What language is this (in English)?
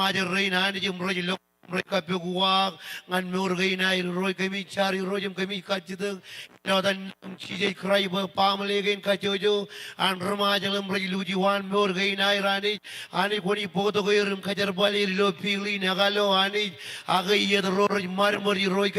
Marshallese